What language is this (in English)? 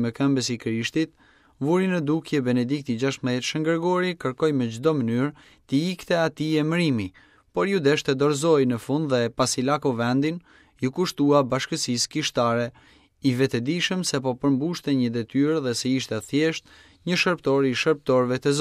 Albanian